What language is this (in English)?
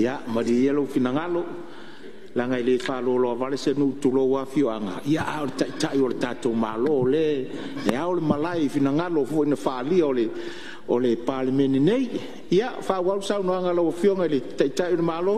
Samoan